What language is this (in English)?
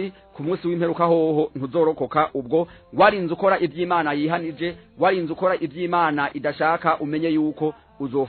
Rundi